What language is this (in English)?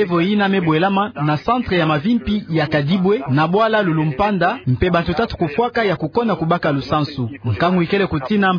Kituba (Democratic Republic of Congo)